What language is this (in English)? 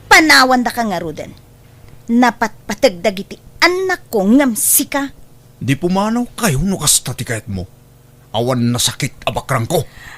Iloko